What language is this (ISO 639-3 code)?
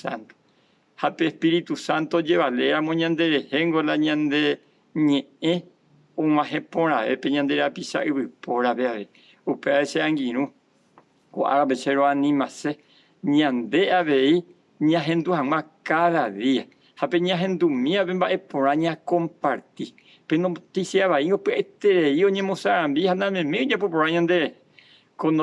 grn